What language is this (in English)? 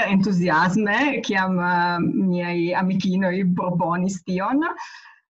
Esperanto